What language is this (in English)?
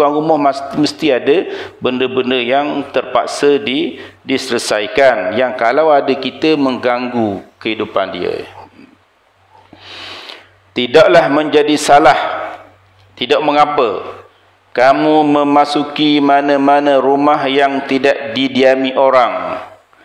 Malay